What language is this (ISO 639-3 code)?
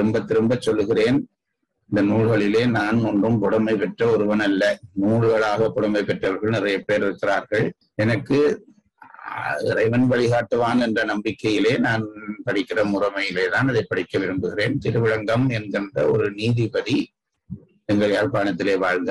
tam